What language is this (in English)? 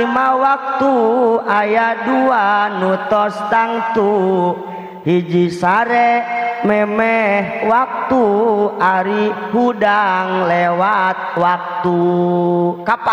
Sundanese